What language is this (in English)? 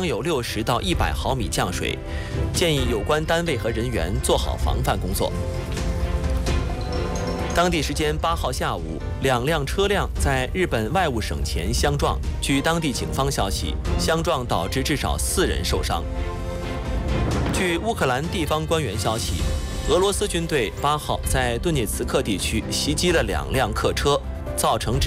Chinese